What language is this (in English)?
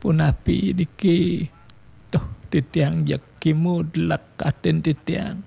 Balinese